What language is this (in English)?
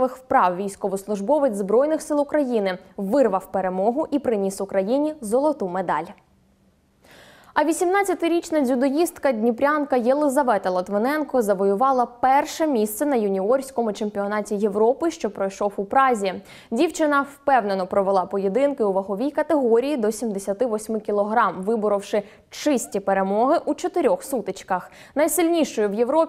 Ukrainian